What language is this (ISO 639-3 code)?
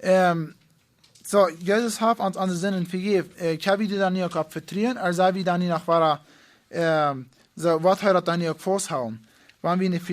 pdt